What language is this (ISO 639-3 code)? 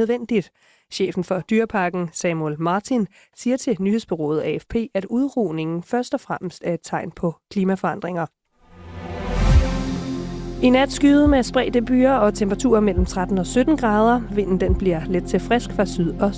dan